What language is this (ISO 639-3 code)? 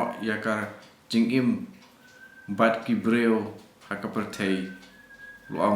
kha